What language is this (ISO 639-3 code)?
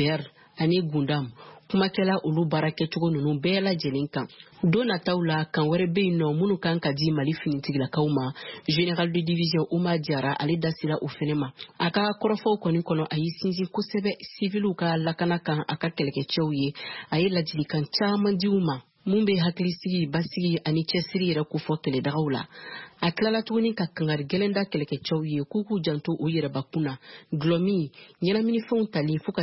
bam